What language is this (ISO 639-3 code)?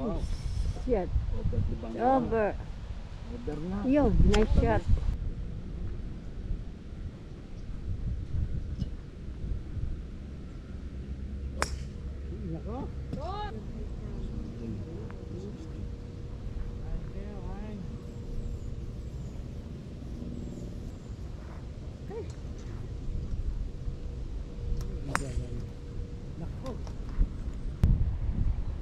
fil